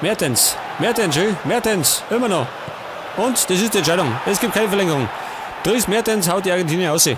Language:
Bavarian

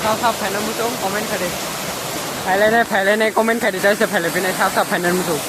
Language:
Kok Borok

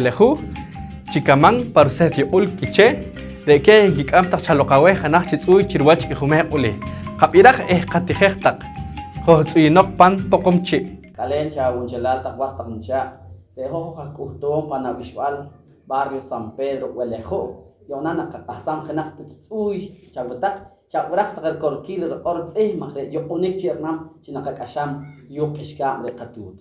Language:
Poqomchi'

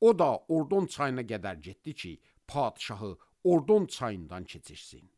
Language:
Azerbaijani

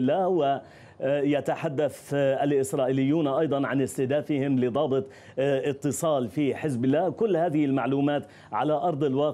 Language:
Arabic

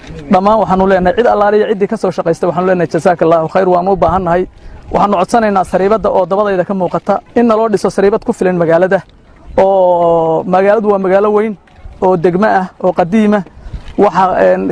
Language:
Somali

